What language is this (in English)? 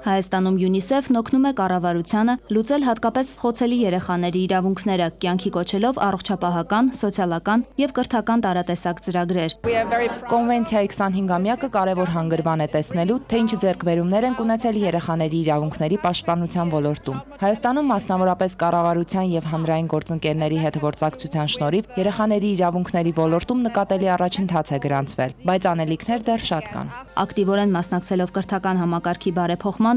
Armenian